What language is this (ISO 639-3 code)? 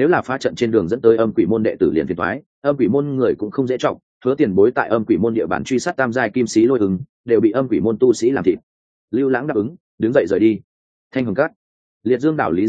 vie